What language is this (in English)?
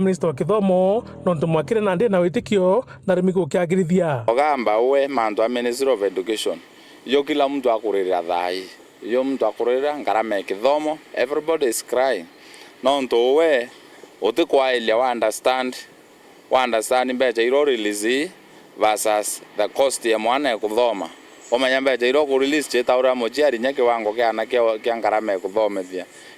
Meru